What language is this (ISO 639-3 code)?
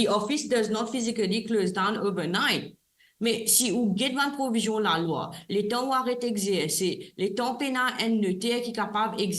mfe